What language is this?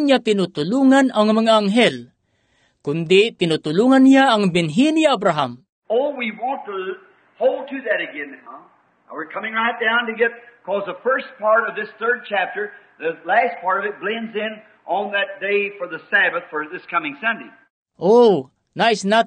Filipino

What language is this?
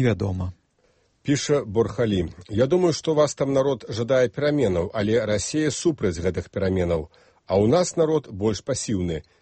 Belarusian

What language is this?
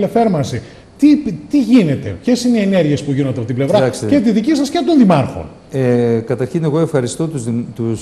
Greek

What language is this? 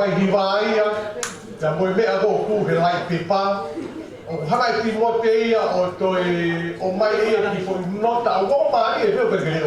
Tongan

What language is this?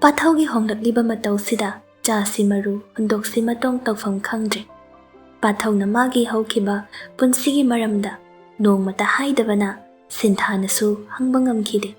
Manipuri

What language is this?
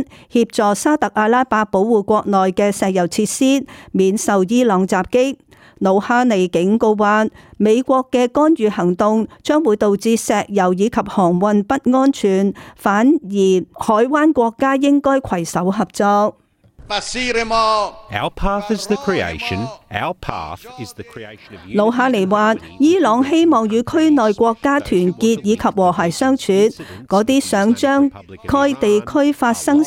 Cantonese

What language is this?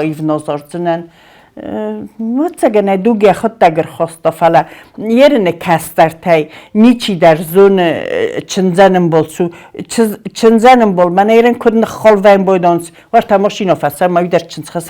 Ossetic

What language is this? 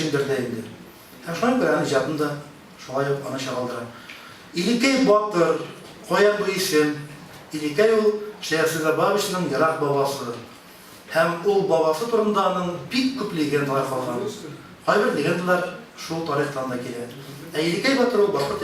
Tatar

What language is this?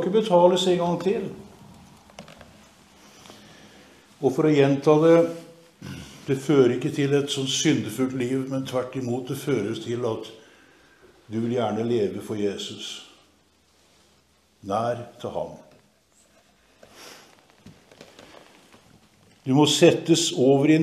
Norwegian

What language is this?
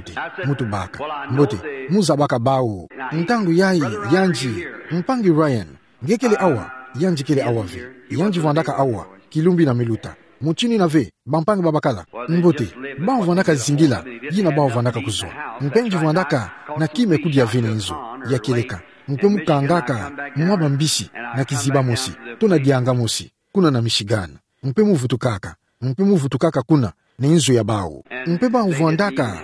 Kituba (Democratic Republic of Congo)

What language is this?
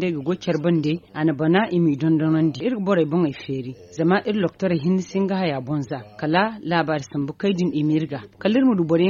Zarma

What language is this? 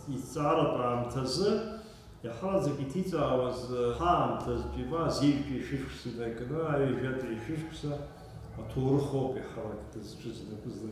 Abkhazian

